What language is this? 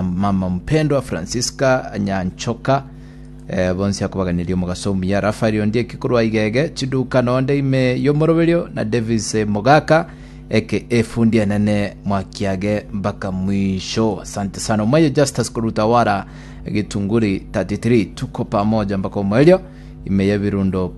Gusii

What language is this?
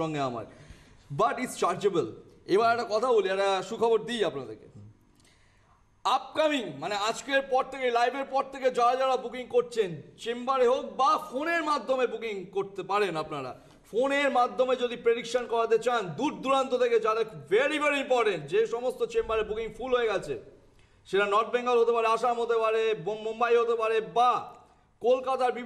Bangla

